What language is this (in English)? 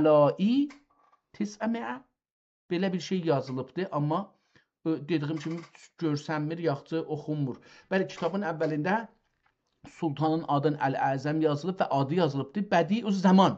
South Azerbaijani